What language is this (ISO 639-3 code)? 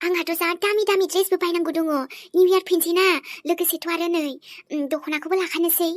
brx